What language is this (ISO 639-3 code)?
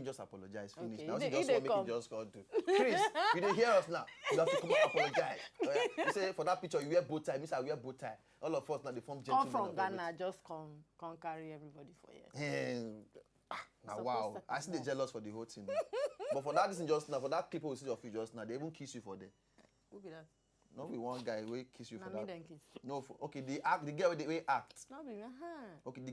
pcm